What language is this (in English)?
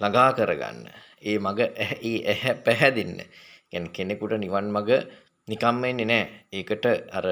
Sinhala